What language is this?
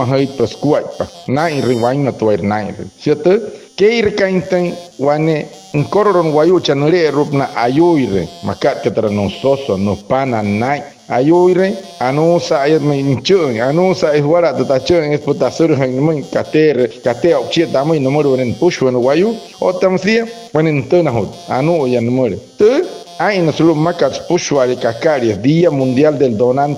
Wayuu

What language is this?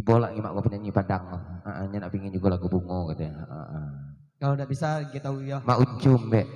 Minangkabau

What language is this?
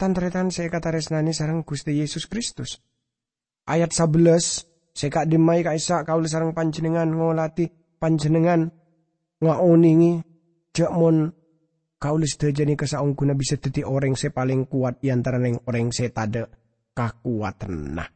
Madurese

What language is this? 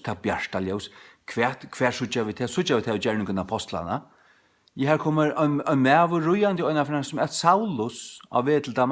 Faroese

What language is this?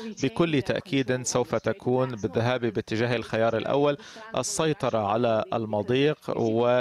Arabic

